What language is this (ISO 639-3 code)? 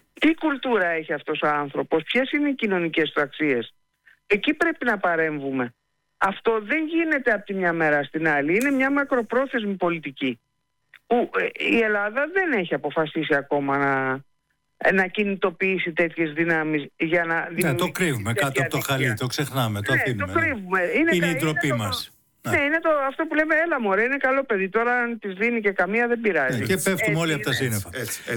ell